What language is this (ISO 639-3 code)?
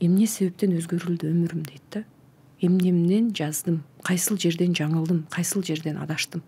kir